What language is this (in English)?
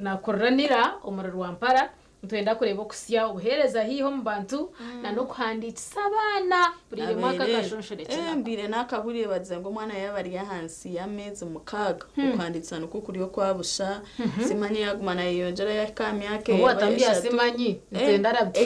Nyankole